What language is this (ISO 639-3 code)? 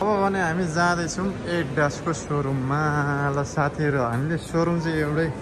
nep